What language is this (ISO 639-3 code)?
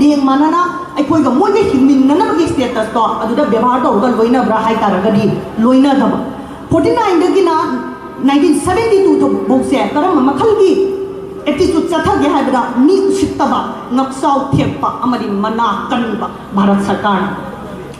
mni